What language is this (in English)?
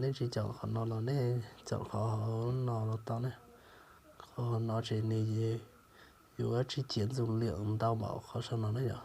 Hmong